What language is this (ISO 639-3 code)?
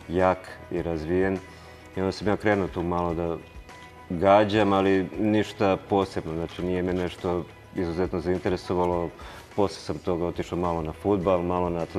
srp